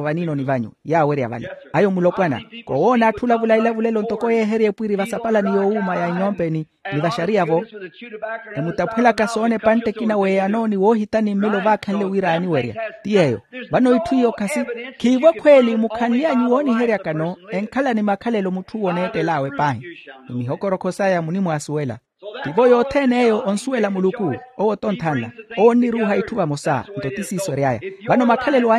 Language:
Makhuwa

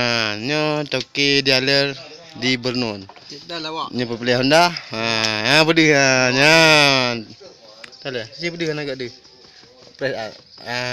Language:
Achinese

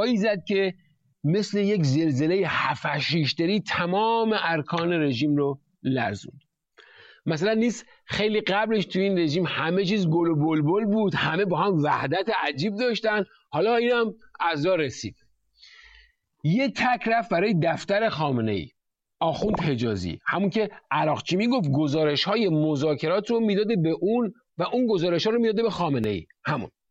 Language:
Persian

